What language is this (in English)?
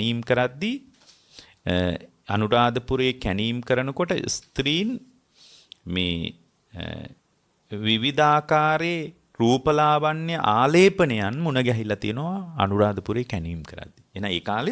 Sinhala